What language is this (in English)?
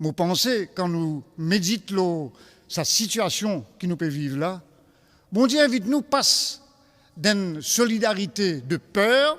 Morisyen